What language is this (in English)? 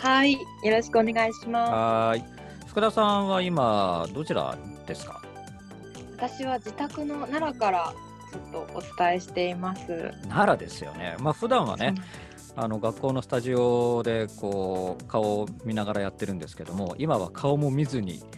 Japanese